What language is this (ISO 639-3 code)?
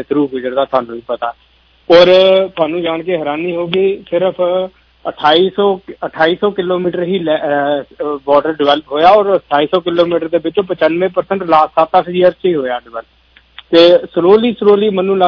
pan